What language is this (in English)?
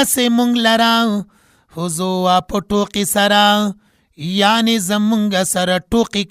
Pashto